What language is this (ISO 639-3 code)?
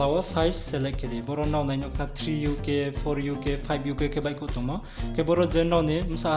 ria